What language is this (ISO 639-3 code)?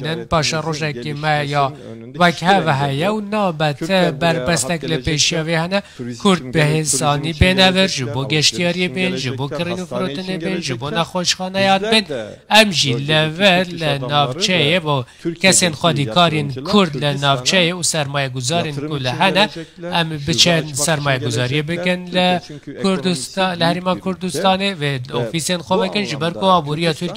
kur